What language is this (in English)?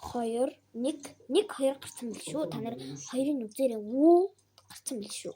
Mongolian